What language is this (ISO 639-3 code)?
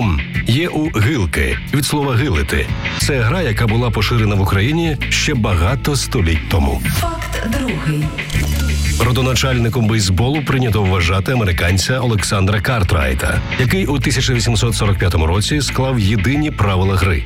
ukr